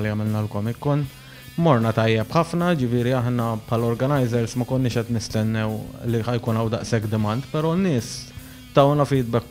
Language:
Maltese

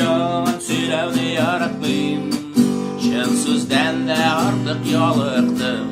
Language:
Tatar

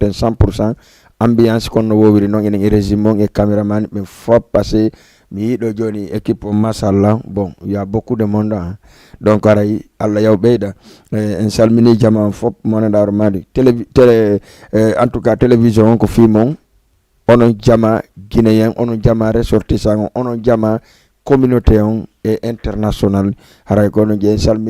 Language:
Fula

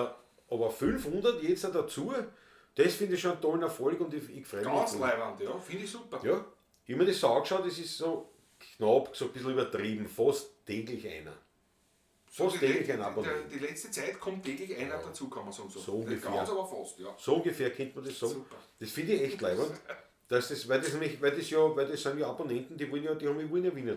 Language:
Bavarian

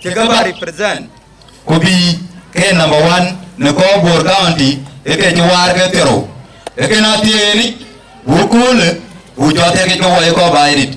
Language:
Dinka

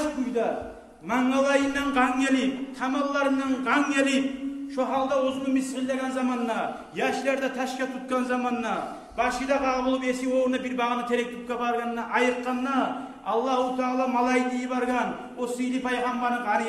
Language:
Kumyk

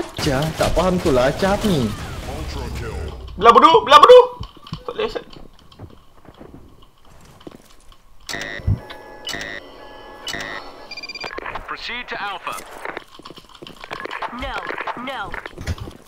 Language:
Malay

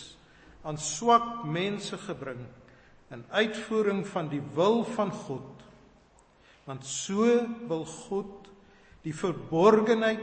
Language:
Afrikaans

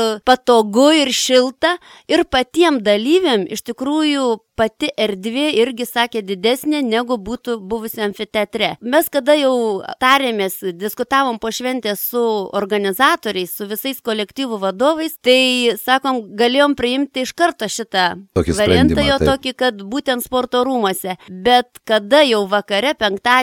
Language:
Lithuanian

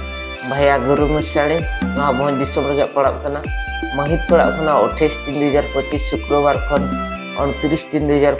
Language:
Santali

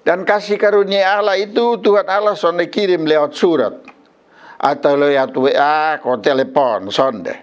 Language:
Kupang Malay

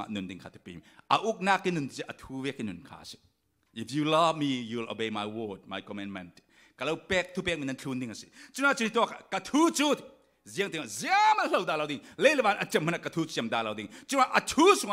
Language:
Falam Chin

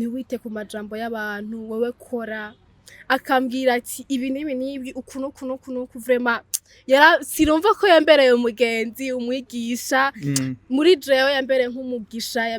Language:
Rundi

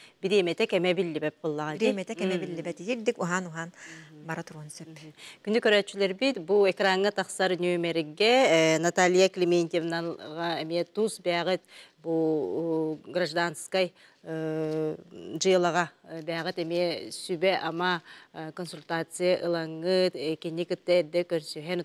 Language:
Yakut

